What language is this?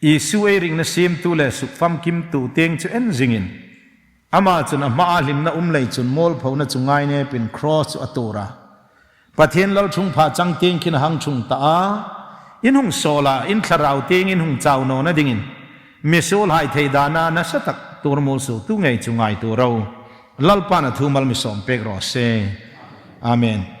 Hmar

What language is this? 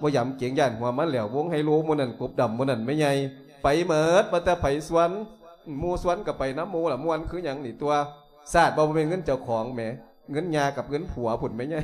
Lao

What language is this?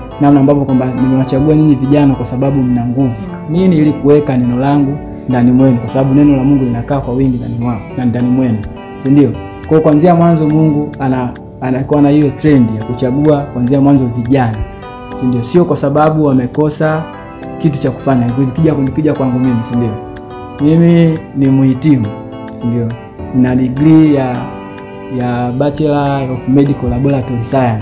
Swahili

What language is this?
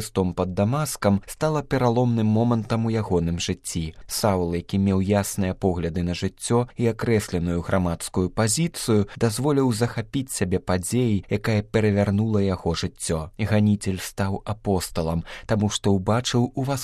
Belarusian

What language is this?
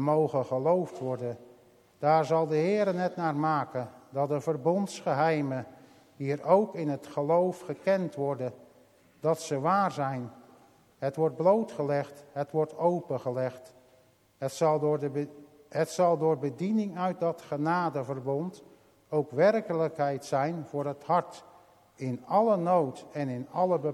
Dutch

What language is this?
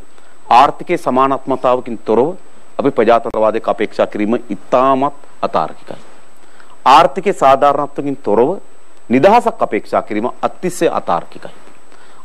Sinhala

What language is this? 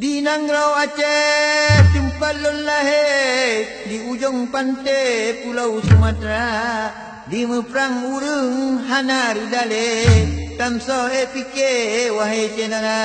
Achinese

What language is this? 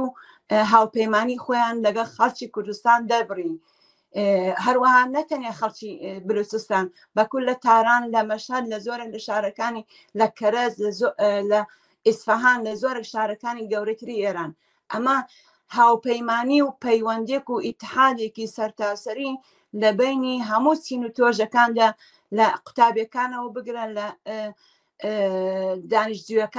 Central Kurdish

